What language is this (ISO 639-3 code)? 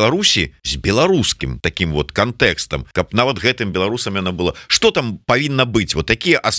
bel